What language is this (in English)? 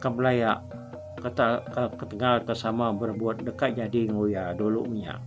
Iban